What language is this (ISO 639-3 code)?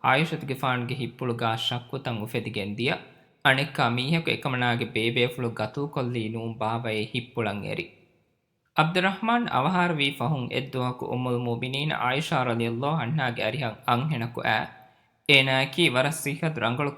div